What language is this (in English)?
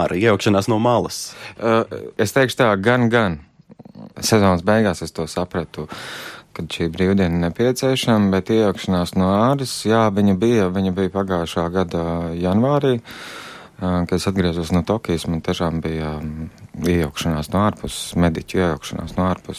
Latvian